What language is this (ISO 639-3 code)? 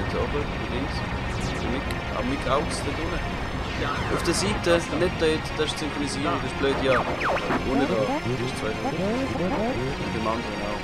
gsw